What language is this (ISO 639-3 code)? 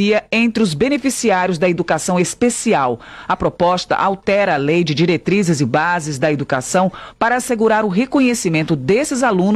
por